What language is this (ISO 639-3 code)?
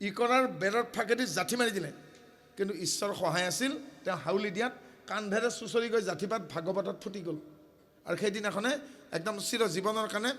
asm